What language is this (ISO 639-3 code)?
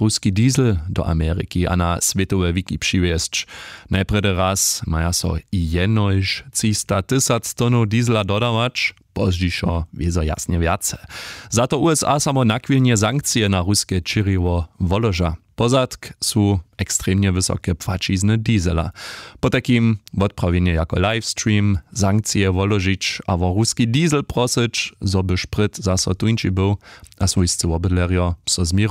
hsb